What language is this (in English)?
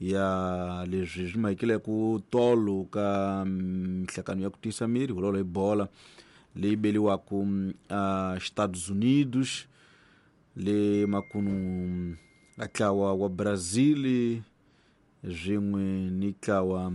Tsonga